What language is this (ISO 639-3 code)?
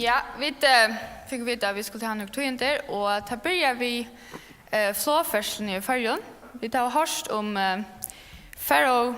fao